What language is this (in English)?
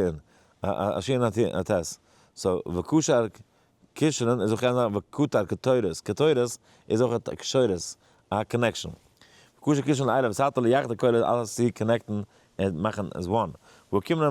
Yiddish